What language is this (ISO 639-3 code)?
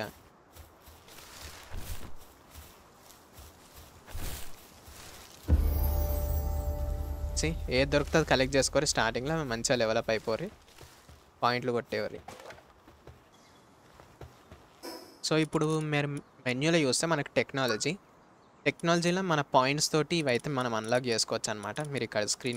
tel